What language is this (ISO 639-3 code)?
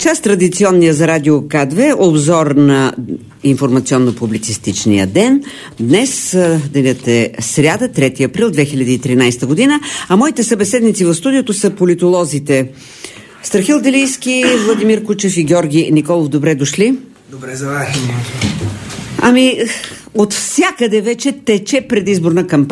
bul